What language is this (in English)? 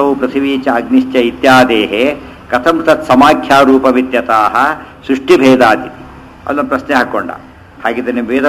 Kannada